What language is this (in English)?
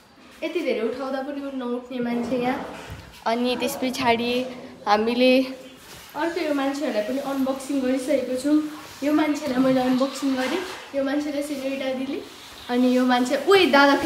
Nepali